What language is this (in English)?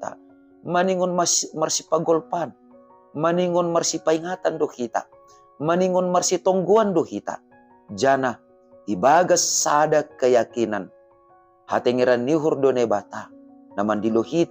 Batak Simalungun